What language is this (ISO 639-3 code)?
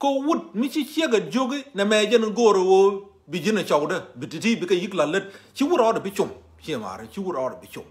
nus